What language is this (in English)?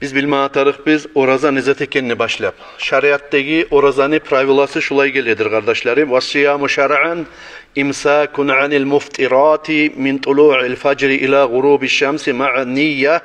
Kumyk